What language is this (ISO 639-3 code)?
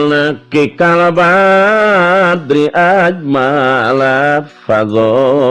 sun